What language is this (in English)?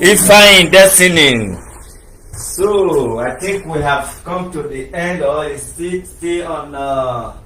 Nigerian Pidgin